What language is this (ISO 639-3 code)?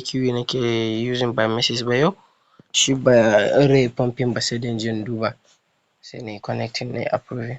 hau